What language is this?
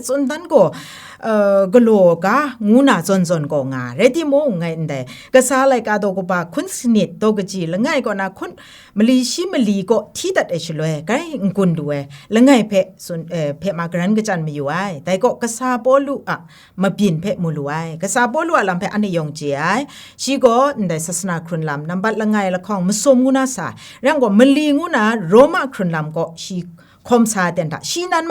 Kachin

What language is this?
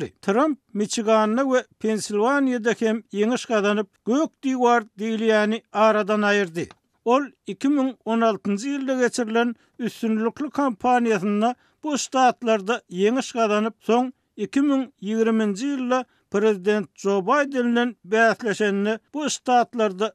Turkmen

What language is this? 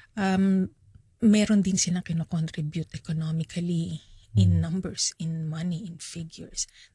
Filipino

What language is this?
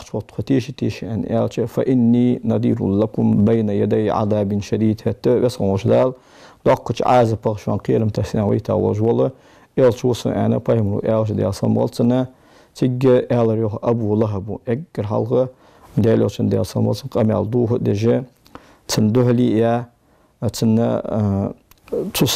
Ingush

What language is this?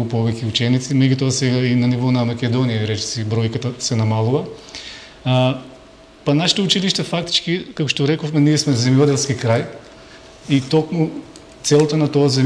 Macedonian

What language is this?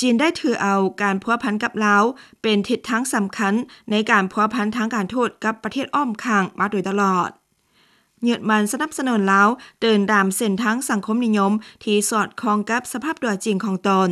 Lao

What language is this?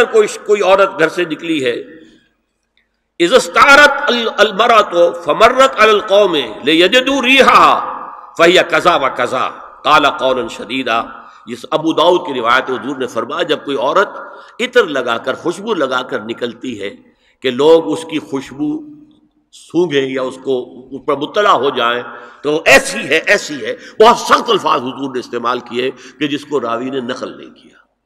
Urdu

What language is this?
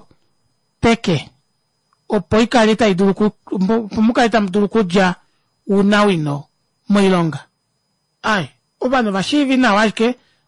Kuanyama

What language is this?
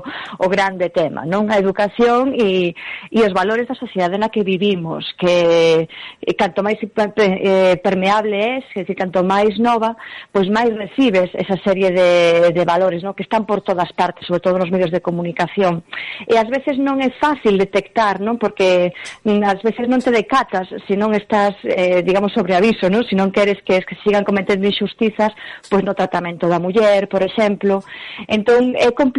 Galician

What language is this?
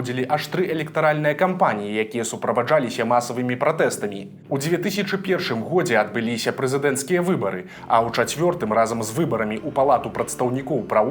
Belarusian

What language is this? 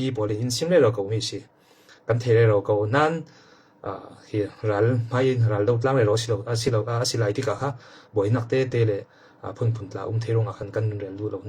Falam Chin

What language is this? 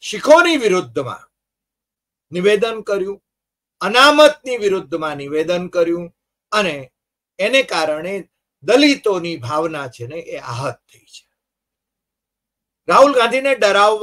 Gujarati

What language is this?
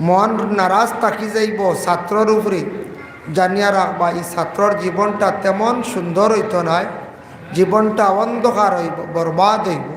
Sylheti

